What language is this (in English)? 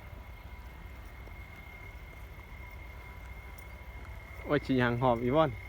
Lao